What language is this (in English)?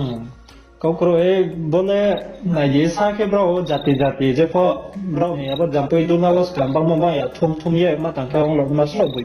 Riang (India)